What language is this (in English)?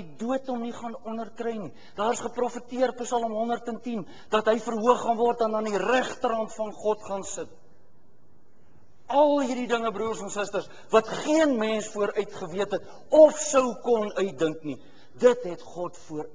Afrikaans